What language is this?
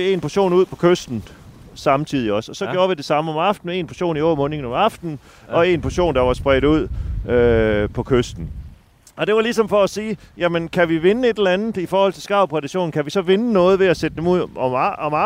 Danish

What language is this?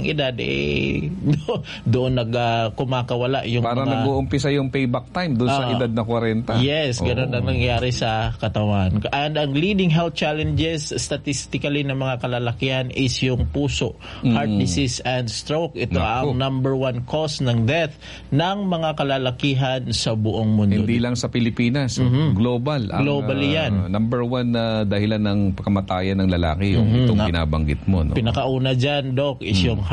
Filipino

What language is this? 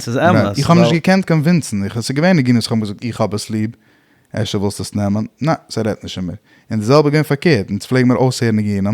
Yiddish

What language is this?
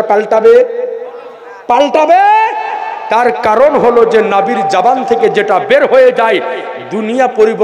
Bangla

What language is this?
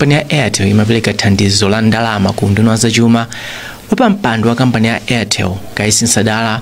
Nyanja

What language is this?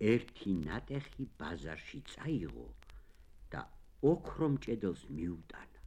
Georgian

